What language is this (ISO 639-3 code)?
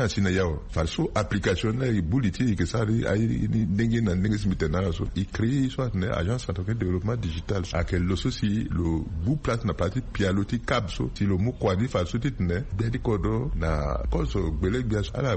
sag